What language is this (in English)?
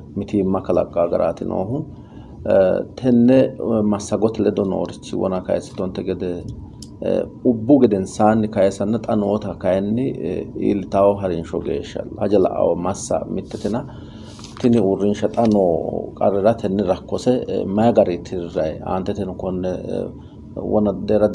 Sidamo